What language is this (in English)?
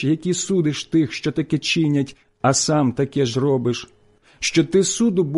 Ukrainian